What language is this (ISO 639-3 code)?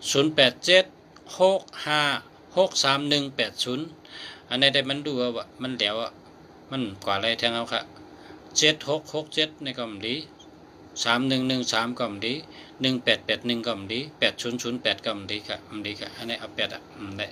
shn